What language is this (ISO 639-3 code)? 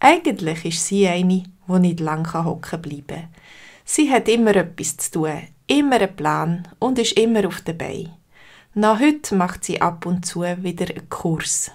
gsw